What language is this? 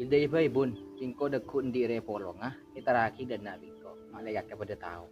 Madurese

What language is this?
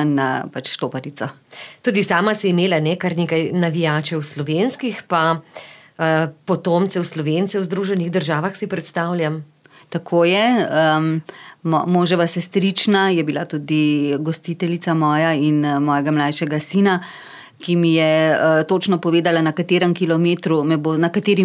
Slovenian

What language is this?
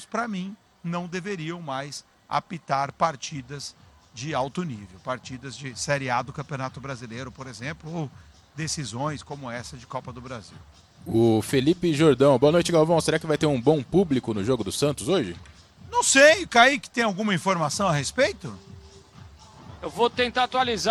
Portuguese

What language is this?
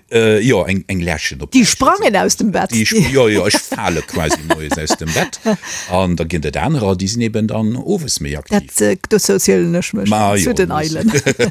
Luxembourgish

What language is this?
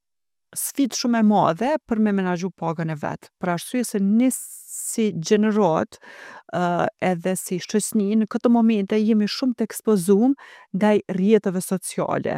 Albanian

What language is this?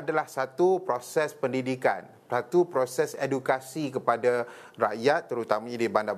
Malay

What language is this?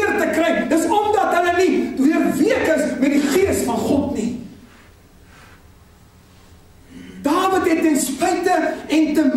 Afrikaans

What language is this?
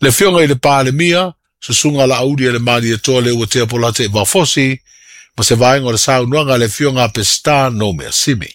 Samoan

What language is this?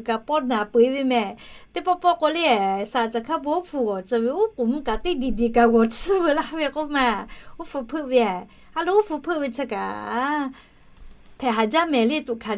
Lahu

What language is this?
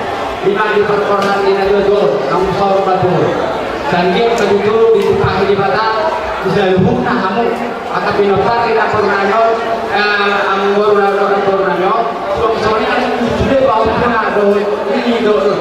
Batak Toba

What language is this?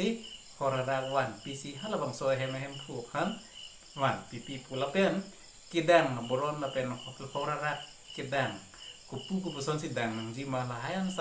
Karbi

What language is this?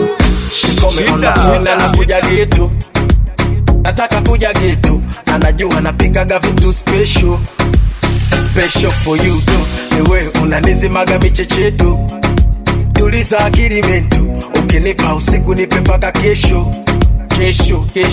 Swahili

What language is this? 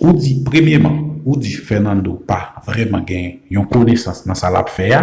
Haitian Creole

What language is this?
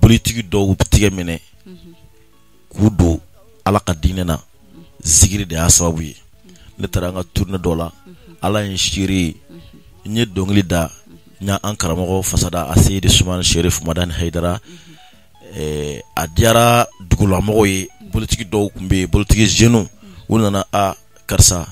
Bambara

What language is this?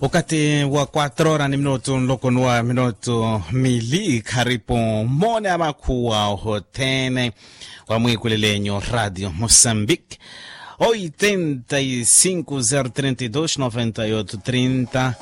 Makhuwa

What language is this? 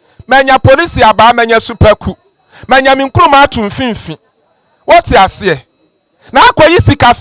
Akan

